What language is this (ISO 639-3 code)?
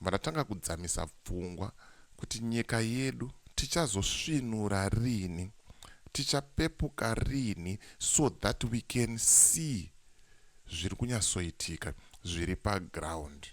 sna